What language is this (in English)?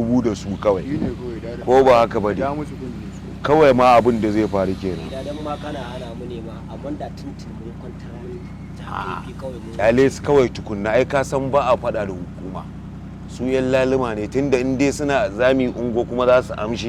Hausa